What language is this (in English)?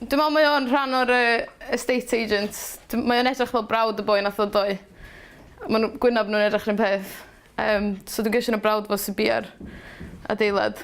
Welsh